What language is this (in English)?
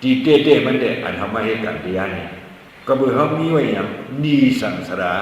Shan